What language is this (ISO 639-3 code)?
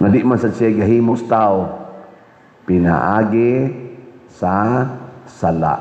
ceb